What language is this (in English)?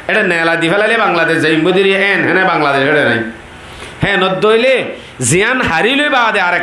Rohingya